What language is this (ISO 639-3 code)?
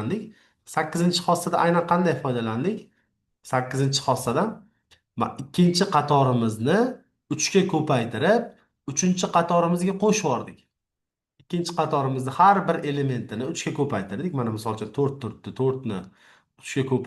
uzb